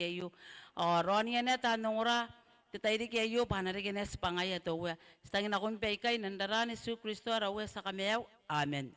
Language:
Gilbertese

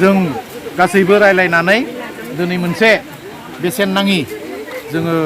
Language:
Bodo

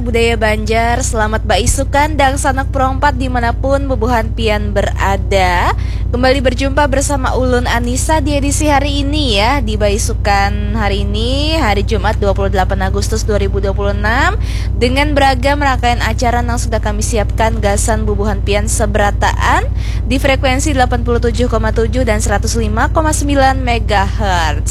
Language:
Banjar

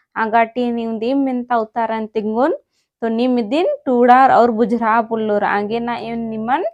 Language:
Kurukh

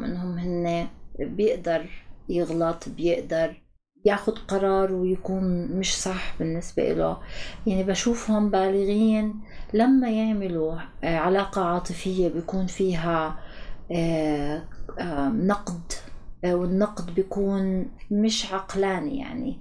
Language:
North Levantine Arabic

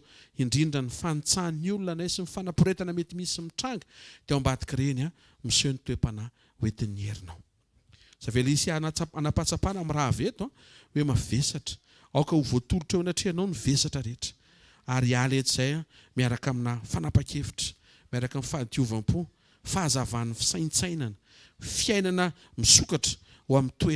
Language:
Malagasy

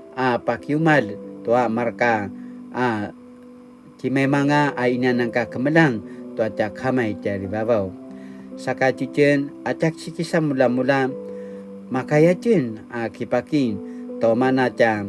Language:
Paiwan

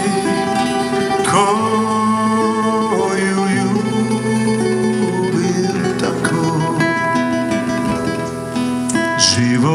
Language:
Croatian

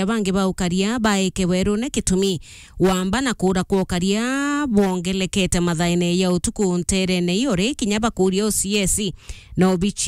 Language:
Meru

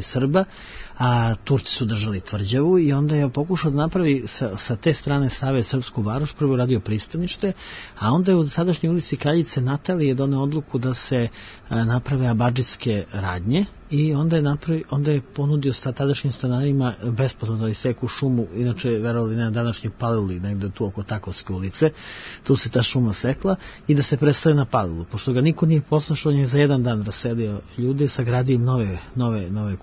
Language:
Serbian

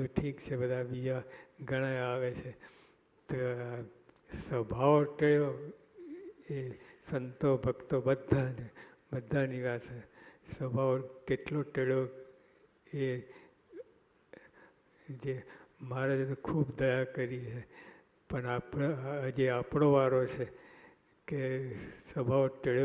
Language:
Gujarati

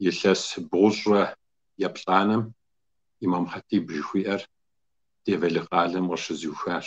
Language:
Kabardian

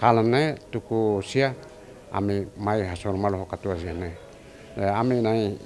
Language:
Tetum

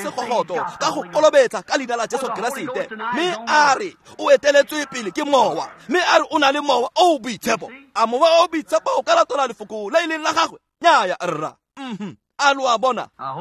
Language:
Tswana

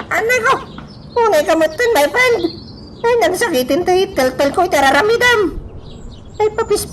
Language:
Iloko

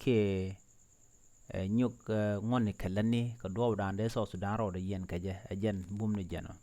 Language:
Nuer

